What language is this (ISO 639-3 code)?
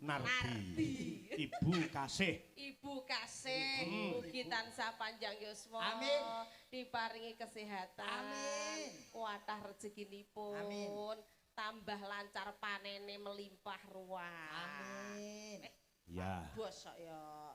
jav